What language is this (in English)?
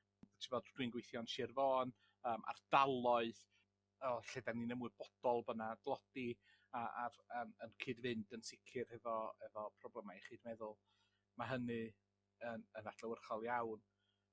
Welsh